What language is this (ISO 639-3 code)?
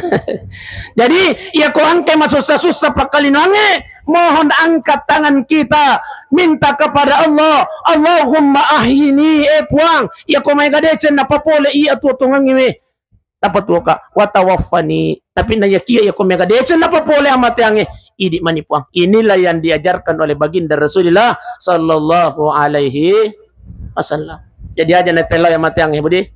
bug